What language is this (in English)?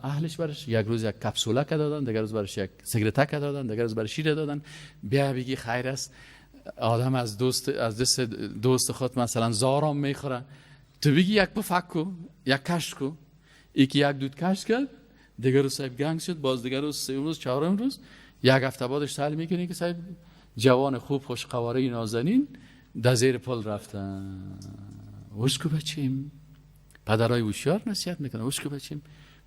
Persian